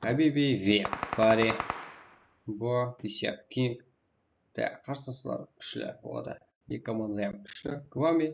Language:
Kara-Kalpak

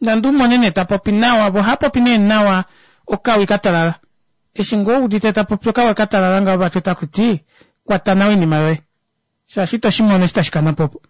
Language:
Kuanyama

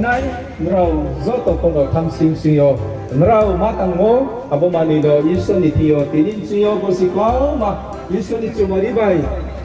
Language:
Riang (India)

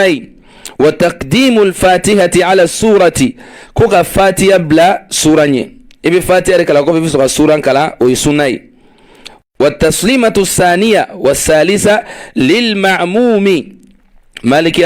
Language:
Bambara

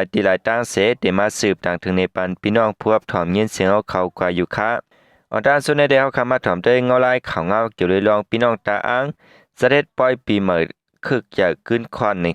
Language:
Shan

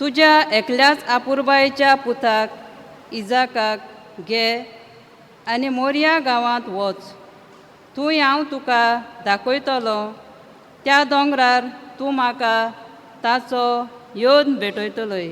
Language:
Konkani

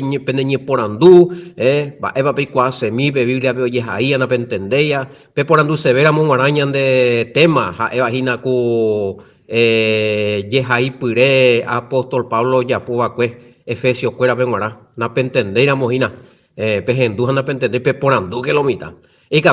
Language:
Guarani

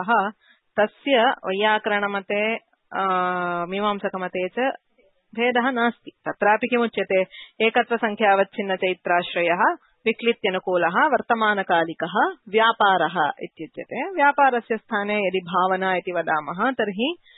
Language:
Sanskrit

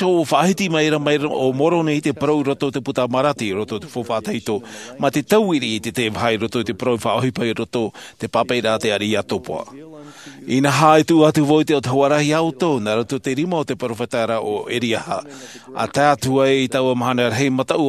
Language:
Tahitian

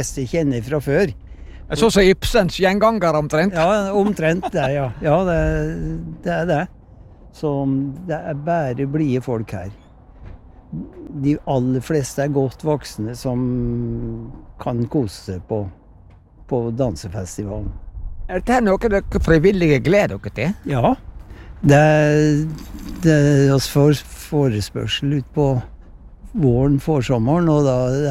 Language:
Norwegian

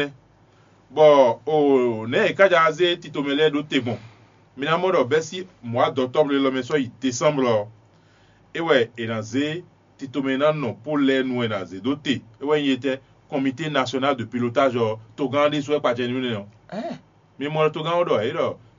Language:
Fon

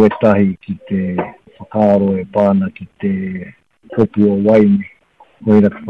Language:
Māori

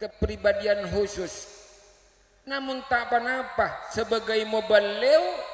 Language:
Madurese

